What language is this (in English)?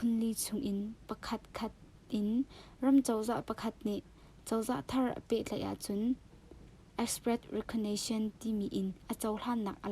Hakha Chin